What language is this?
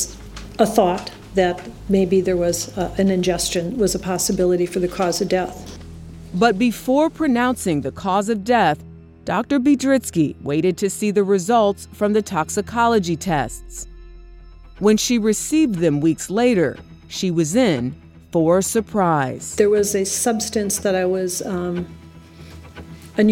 English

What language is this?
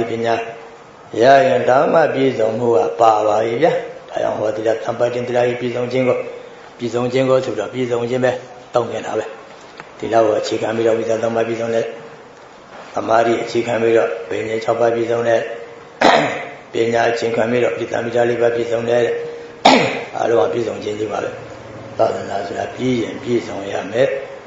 Burmese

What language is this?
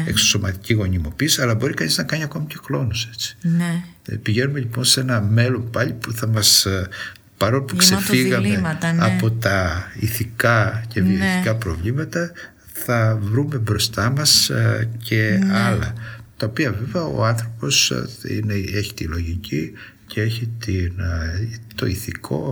Greek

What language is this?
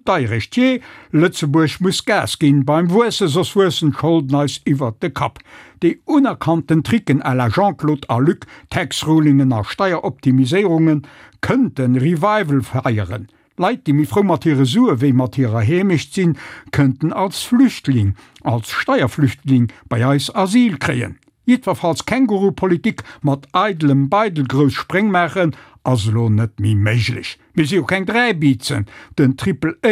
Luxembourgish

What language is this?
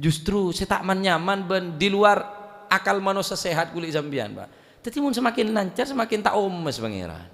Madurese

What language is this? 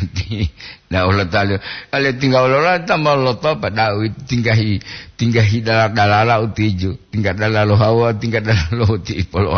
Gorontalo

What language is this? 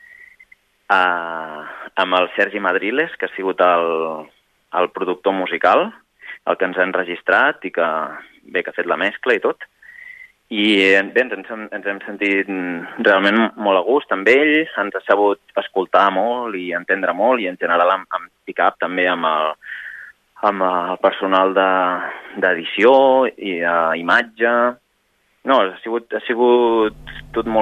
Catalan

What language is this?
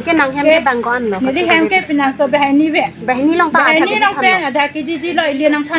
Karbi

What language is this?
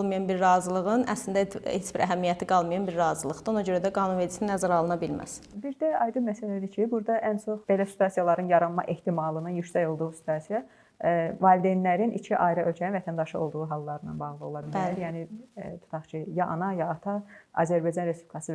Azerbaijani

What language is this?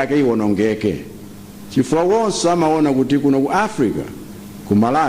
Nyanja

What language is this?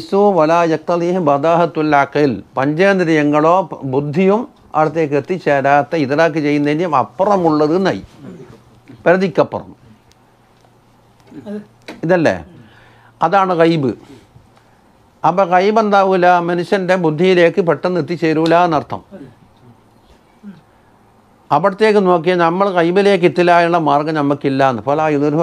Malayalam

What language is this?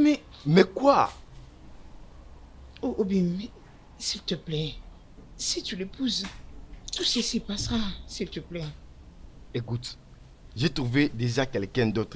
French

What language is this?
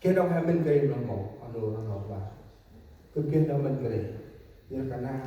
Central Mnong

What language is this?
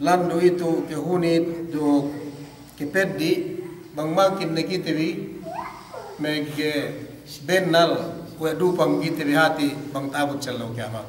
Yakan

